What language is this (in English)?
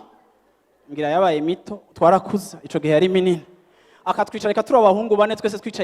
Rundi